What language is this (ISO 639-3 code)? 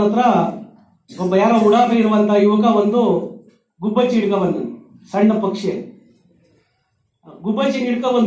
kan